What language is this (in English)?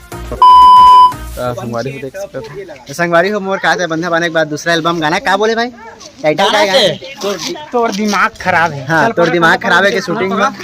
Chhattisgarhi